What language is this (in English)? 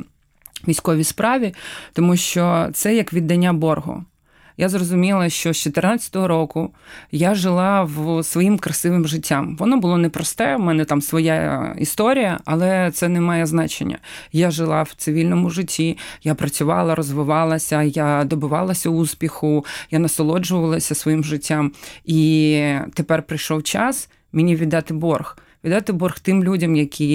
Ukrainian